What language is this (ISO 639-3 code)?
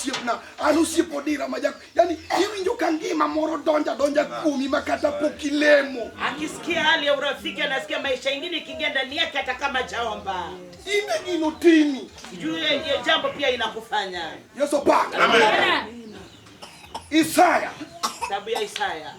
luo